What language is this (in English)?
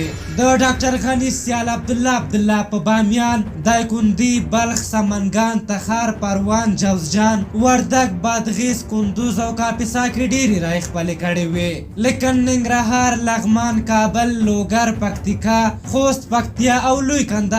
Pashto